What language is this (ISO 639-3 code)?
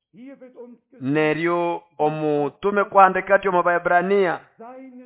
nnb